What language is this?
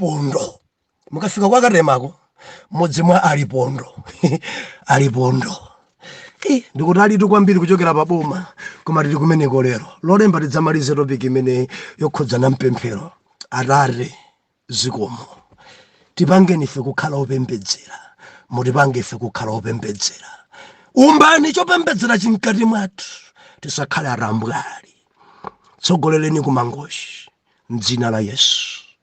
Nyanja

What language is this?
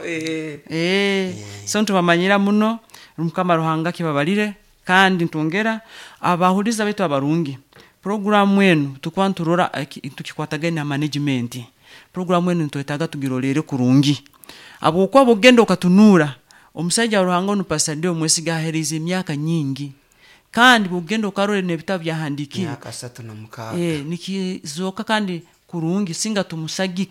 Nyoro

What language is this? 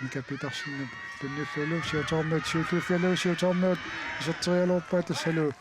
Kalaallisut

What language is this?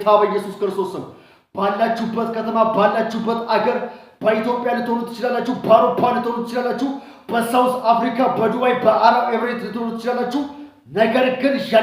Amharic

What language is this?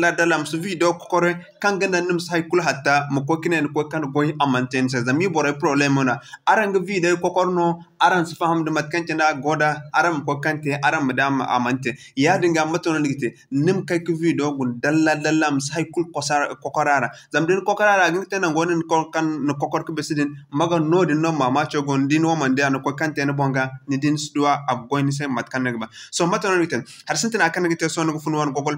Zarma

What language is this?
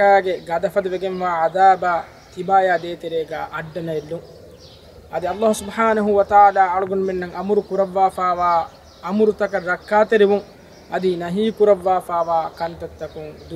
Divehi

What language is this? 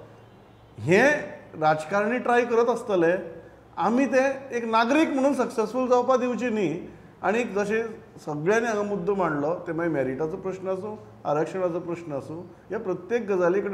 Konkani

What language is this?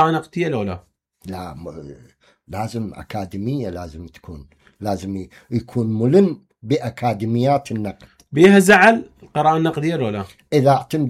Mesopotamian Arabic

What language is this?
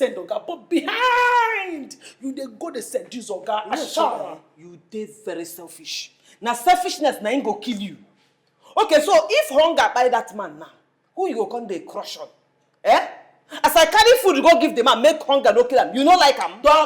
Nigerian Pidgin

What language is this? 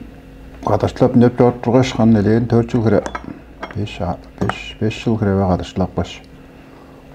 Tuvinian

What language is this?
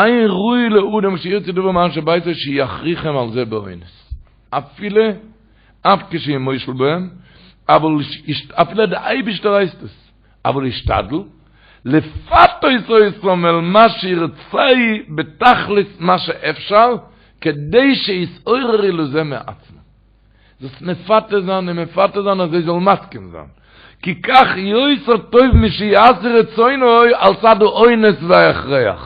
Yiddish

